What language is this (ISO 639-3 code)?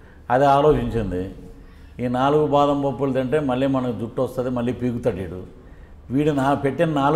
tel